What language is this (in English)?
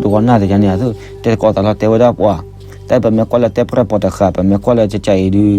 S'gaw Karen